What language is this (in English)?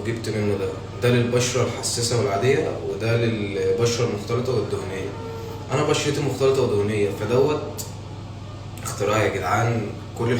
Egyptian Arabic